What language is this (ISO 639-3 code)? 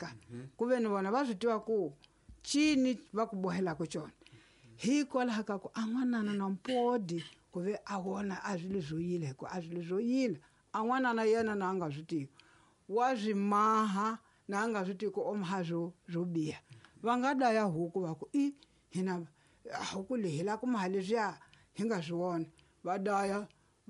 tso